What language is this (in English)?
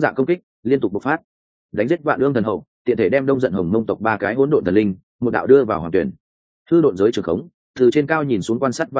Vietnamese